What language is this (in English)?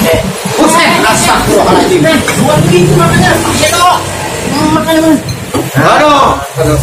Betawi